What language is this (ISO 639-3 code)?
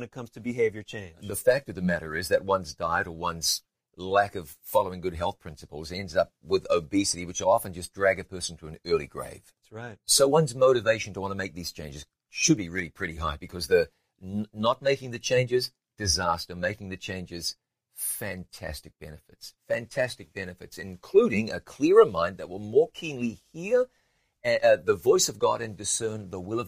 eng